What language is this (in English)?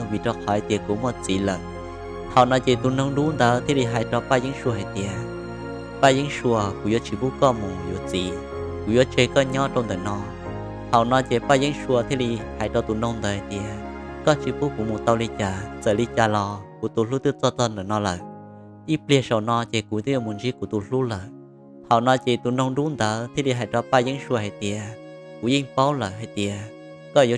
Hmong